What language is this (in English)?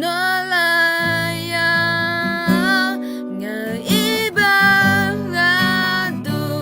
Akha